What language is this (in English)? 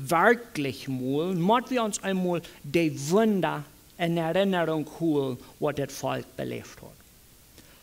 Plautdietsch